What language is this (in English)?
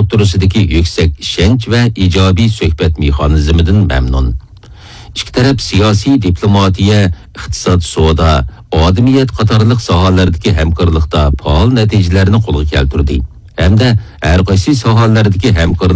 Uyghur